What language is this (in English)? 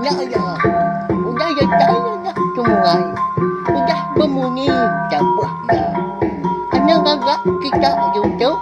Iban